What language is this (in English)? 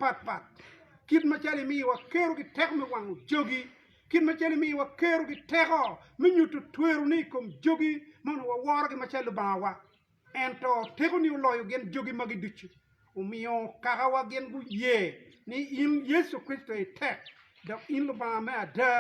Acoli